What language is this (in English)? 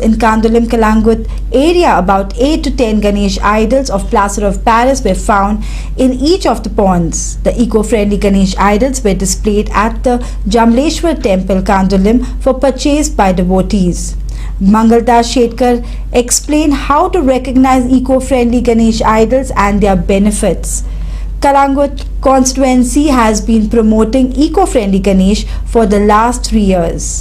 Konkani